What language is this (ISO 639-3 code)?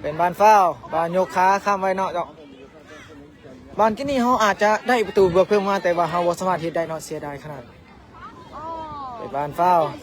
lao